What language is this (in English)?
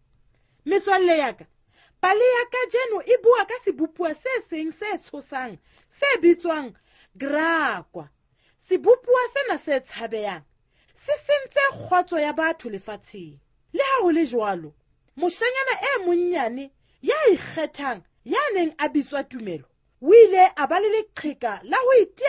Southern Sotho